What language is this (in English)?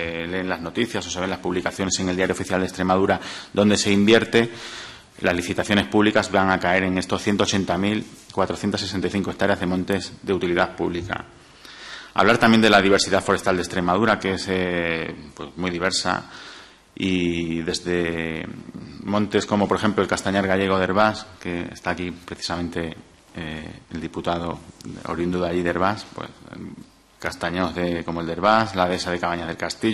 Spanish